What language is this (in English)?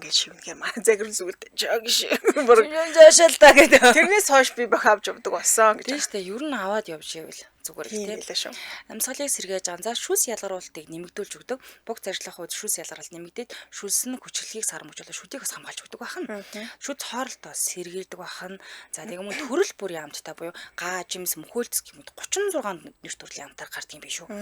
Mongolian